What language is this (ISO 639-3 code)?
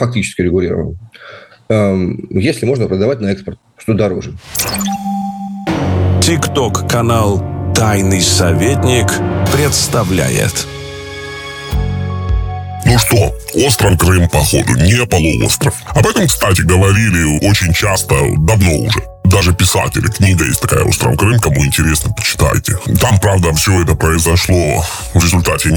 rus